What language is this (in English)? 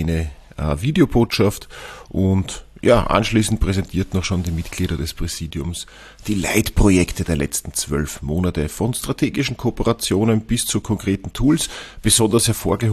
German